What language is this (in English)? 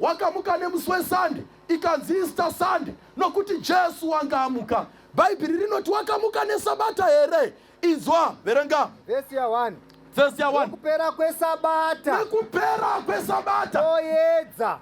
Shona